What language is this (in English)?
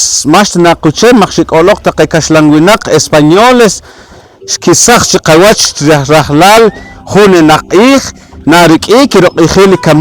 Poqomchi'